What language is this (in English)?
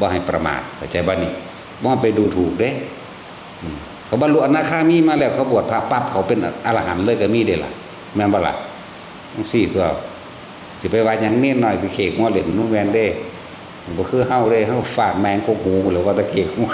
Northeastern Thai